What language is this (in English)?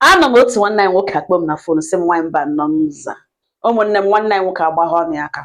Igbo